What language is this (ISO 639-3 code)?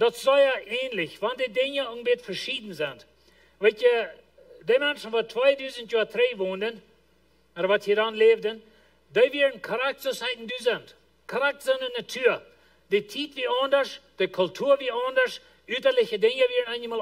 pdt